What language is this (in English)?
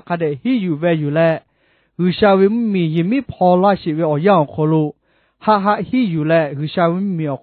Lahu